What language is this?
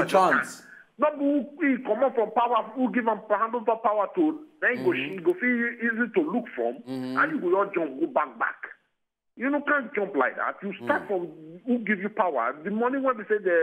Nigerian Pidgin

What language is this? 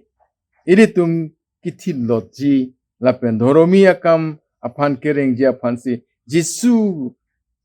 Karbi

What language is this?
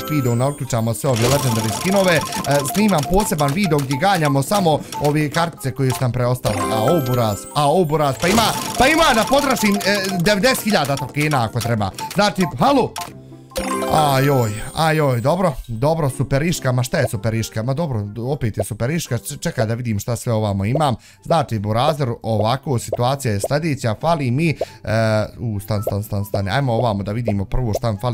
Bosnian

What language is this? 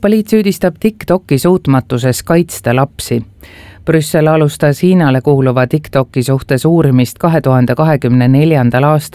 Estonian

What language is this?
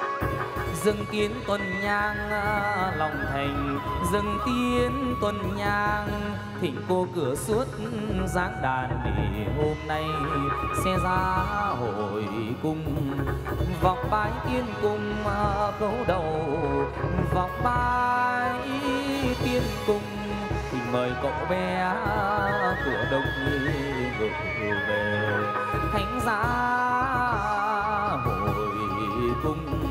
Vietnamese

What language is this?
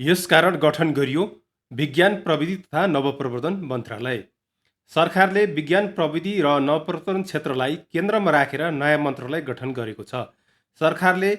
Nepali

